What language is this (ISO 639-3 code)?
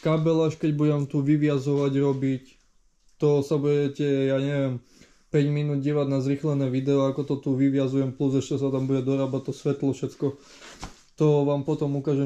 slk